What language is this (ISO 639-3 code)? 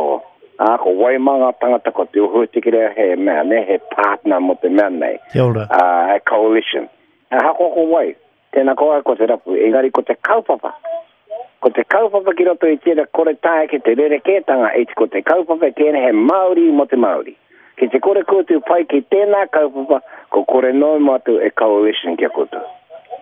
mri